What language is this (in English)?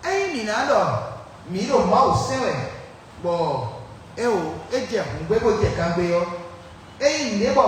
Fon